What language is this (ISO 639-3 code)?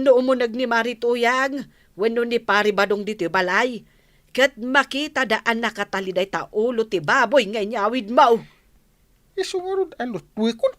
ilo